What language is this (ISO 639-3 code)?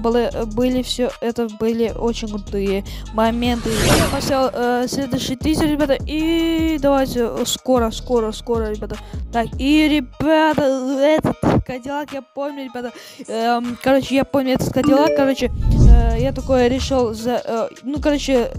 rus